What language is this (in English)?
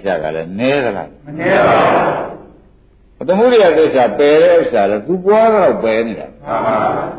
Burmese